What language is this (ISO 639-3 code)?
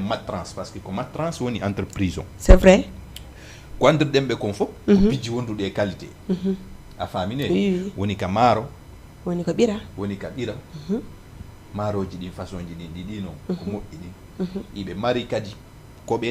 ful